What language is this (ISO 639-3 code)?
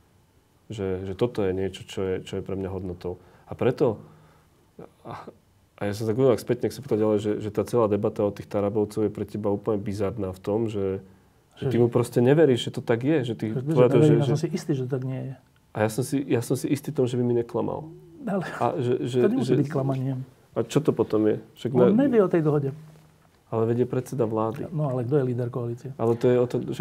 slk